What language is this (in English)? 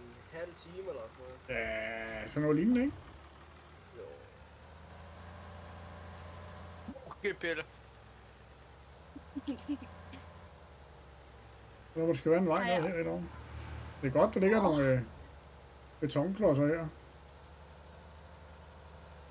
Danish